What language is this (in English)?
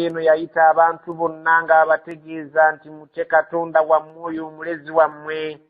Ganda